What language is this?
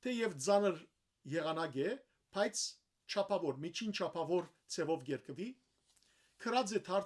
Western Armenian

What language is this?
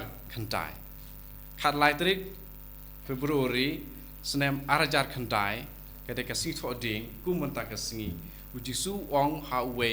Khasi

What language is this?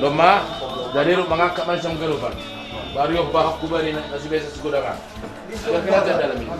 Batak Simalungun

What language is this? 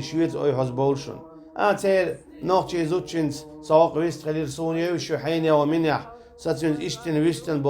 Chechen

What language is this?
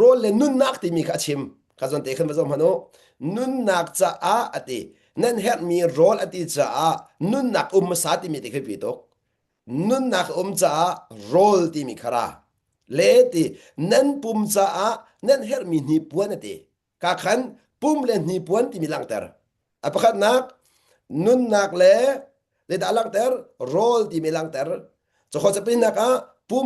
Hakha Chin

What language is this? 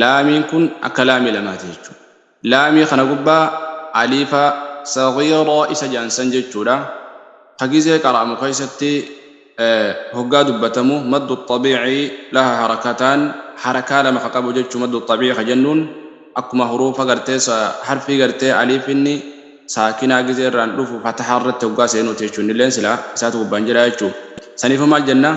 Oromo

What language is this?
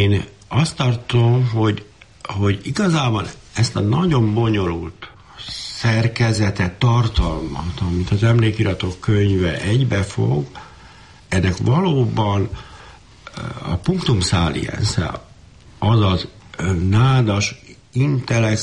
Hungarian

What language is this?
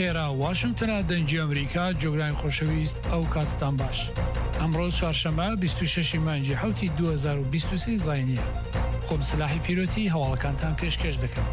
Central Kurdish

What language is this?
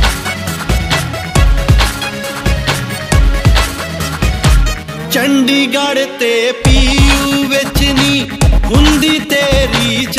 Punjabi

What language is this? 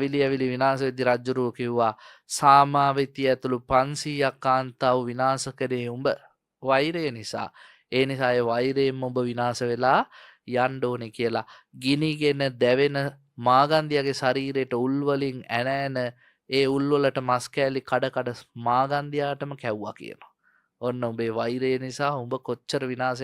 Sinhala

